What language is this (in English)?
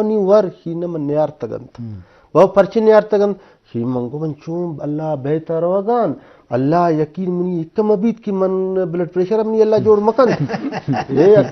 Eastern Balochi